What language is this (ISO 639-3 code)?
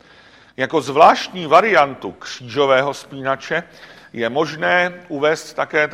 ces